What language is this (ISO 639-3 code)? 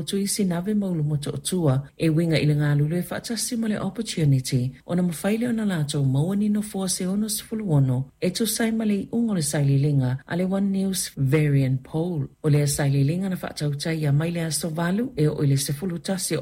smo